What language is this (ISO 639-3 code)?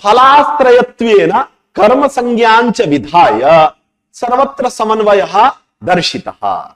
san